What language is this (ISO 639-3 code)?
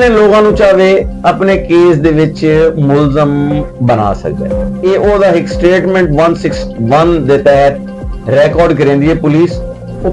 skr